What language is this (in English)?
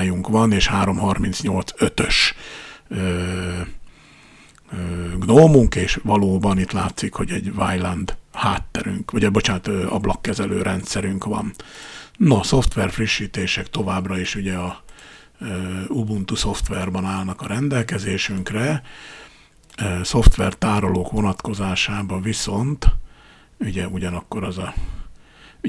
Hungarian